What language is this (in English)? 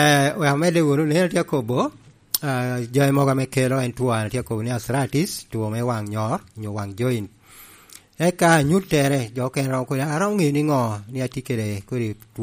Lango (Uganda)